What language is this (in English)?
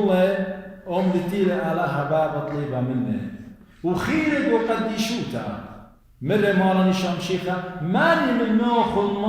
Assyrian Neo-Aramaic